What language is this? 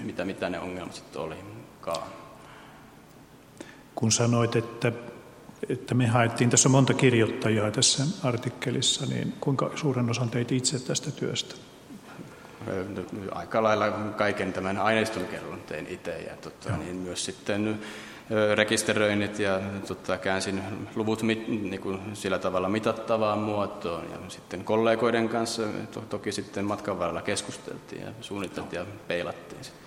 Finnish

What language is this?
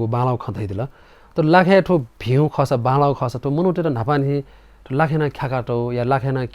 Newari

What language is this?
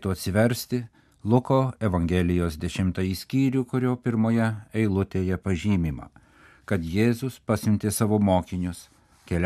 Lithuanian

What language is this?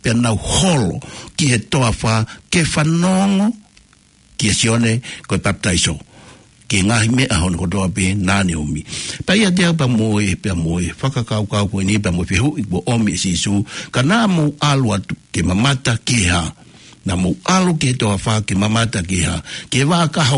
Tongan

